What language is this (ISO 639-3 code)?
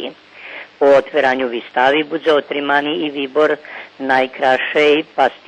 rue